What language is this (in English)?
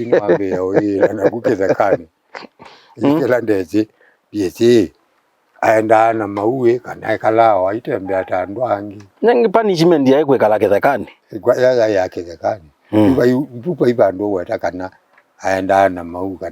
Kamba